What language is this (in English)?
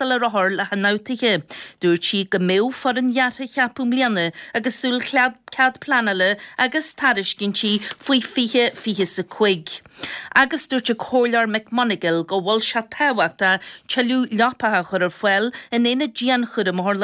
Irish